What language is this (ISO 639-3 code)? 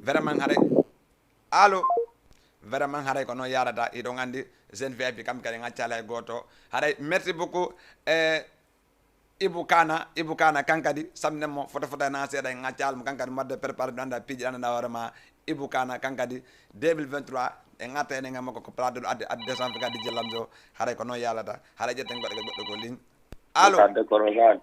ful